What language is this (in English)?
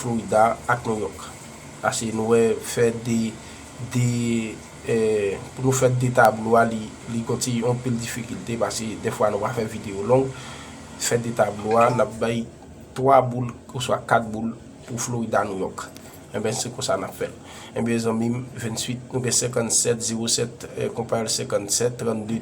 Haitian Creole